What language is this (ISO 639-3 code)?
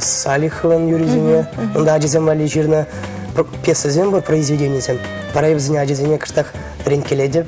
chv